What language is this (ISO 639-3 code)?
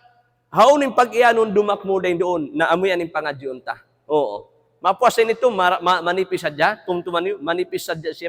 tsg